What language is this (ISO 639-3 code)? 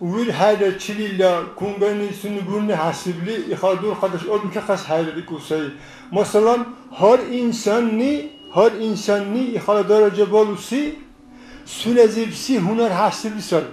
dar